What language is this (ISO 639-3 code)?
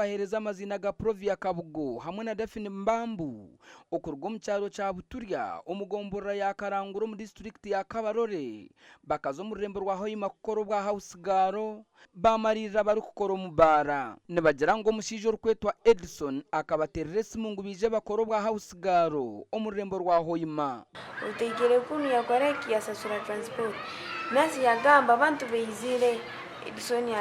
nyn